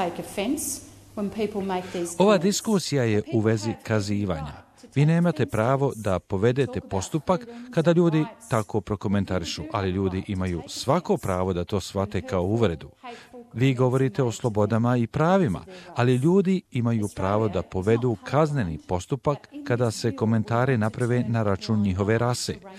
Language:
Croatian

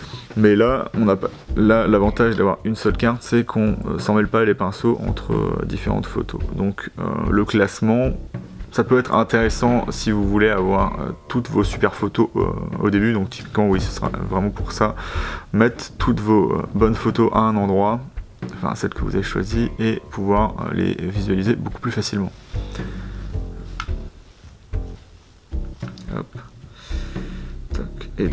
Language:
French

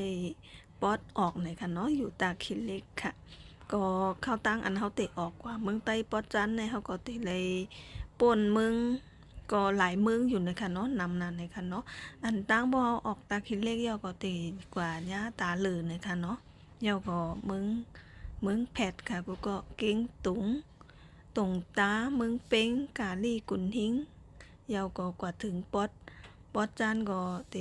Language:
Shan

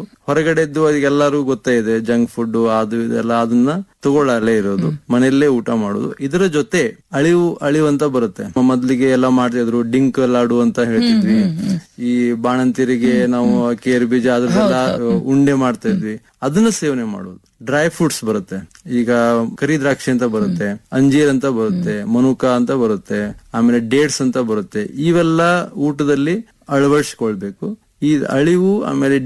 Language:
Kannada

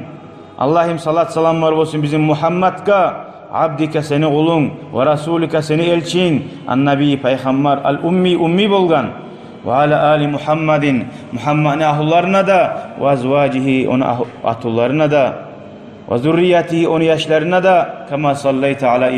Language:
Kumyk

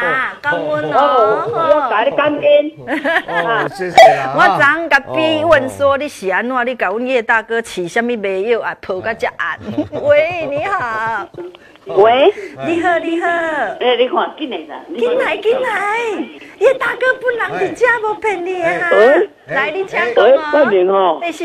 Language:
Min Nan Chinese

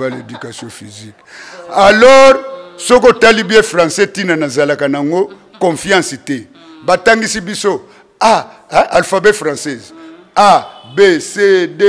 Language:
Lingala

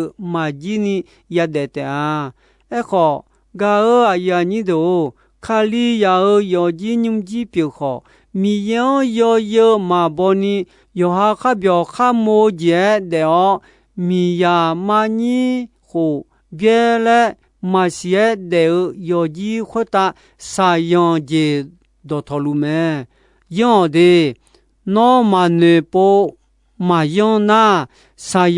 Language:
Akha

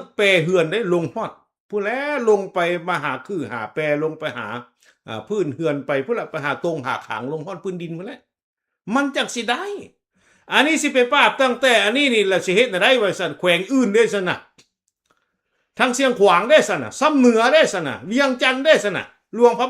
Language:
Lao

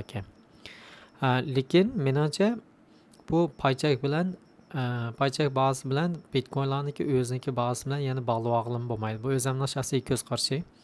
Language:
Uyghur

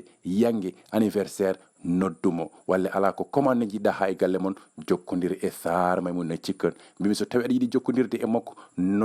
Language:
Fula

